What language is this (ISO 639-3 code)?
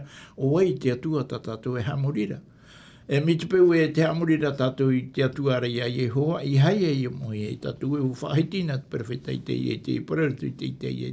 tah